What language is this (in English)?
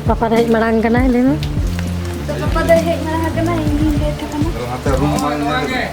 Santali